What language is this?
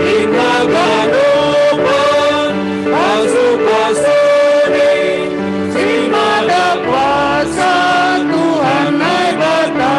Batak Simalungun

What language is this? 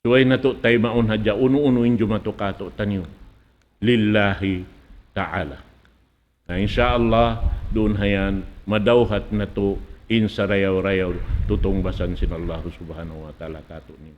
Tausug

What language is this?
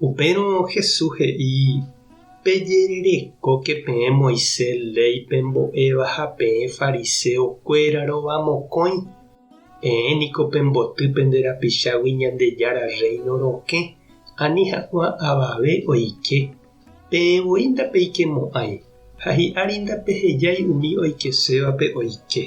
Guarani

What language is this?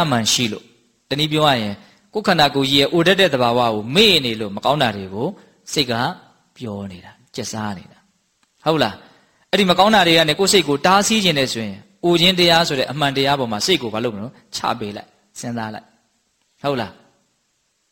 Burmese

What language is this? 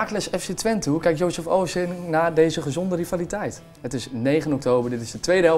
Dutch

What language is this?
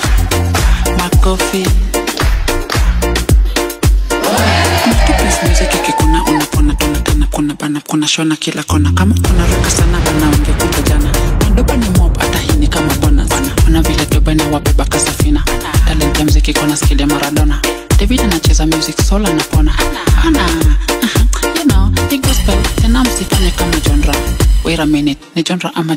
Swahili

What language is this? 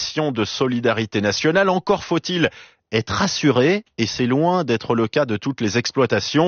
French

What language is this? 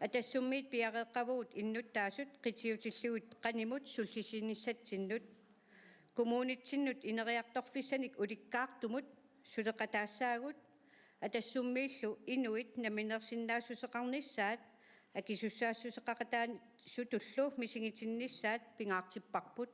Kalaallisut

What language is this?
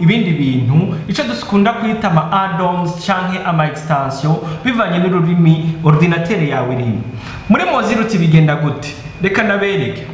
Rundi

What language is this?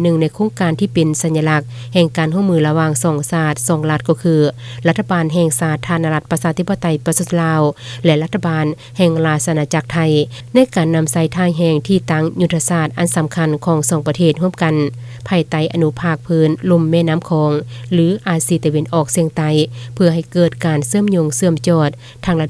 Lao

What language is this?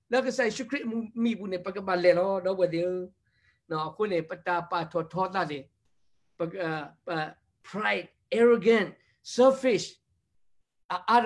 S'gaw Karen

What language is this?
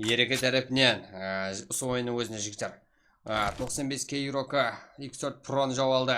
Kara-Kalpak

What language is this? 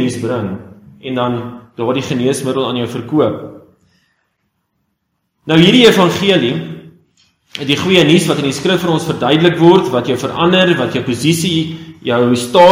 Afrikaans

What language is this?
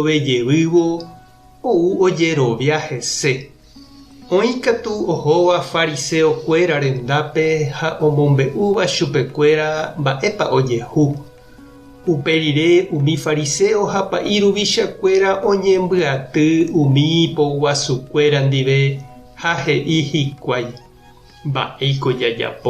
Guarani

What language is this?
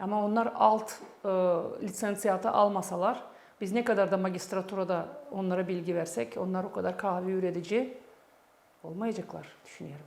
Gagauz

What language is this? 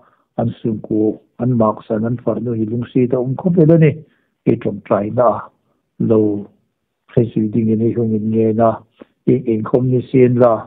Hmar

